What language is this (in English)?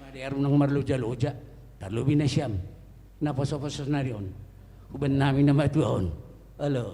Batak Simalungun